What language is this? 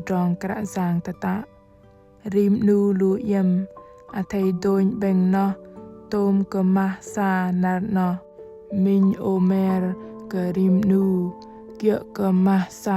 Bahnar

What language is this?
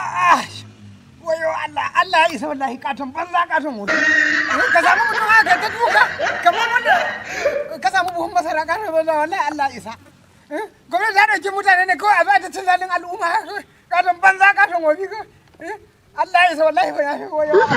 Hausa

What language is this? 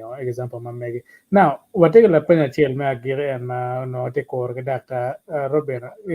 Acoli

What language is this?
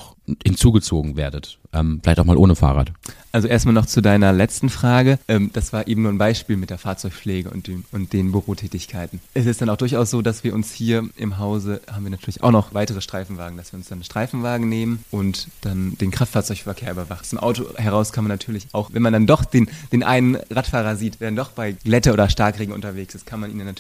German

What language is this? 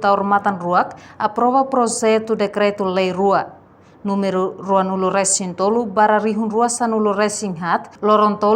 Tetum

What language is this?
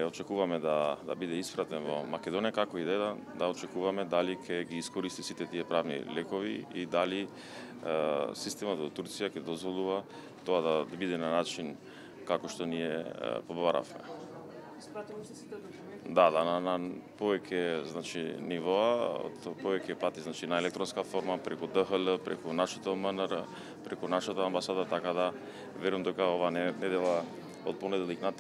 Macedonian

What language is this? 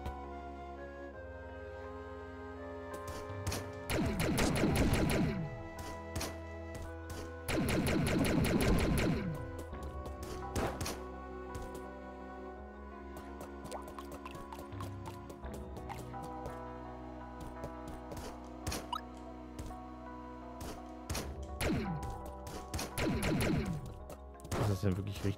German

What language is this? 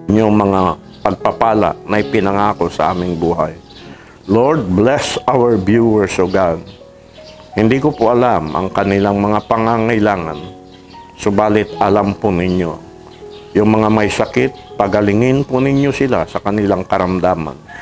Filipino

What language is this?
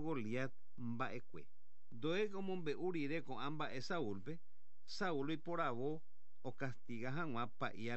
Guarani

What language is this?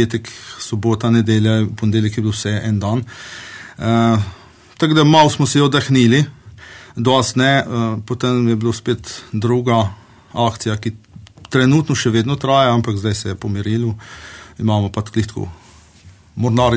Slovenian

